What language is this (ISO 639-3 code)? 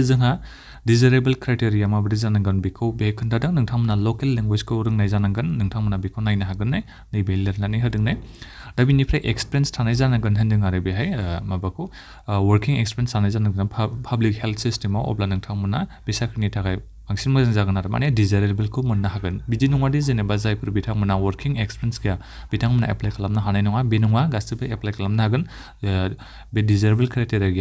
brx